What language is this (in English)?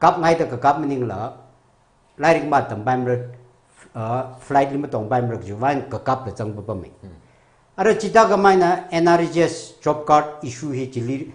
Tangkhul Naga (India)